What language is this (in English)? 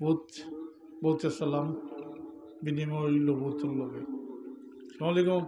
Sylheti